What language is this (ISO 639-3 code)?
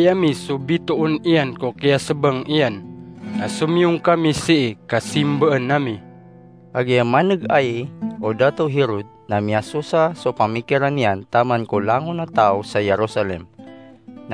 mrw